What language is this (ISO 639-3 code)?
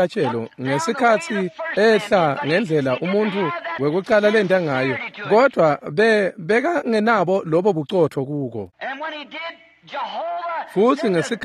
ssw